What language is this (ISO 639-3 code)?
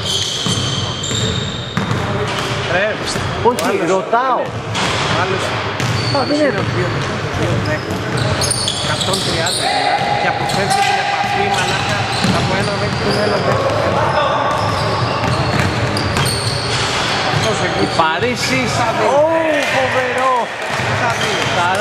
ell